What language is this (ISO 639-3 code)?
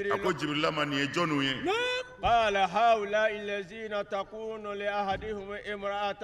bam